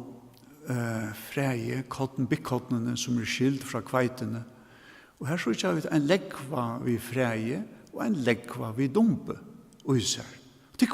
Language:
Faroese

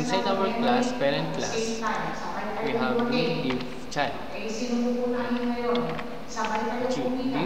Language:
Filipino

